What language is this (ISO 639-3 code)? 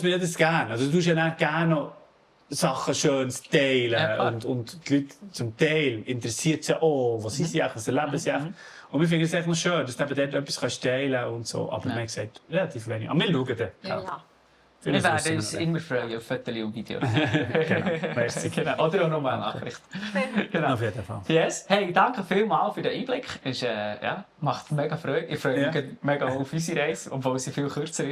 gsw